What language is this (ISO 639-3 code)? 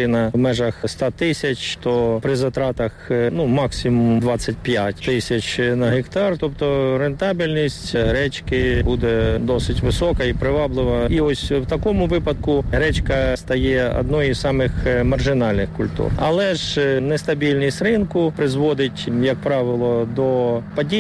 ukr